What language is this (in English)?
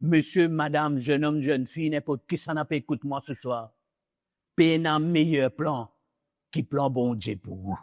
Morisyen